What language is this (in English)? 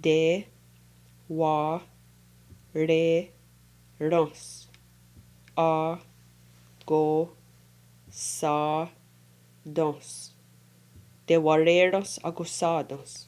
Mohawk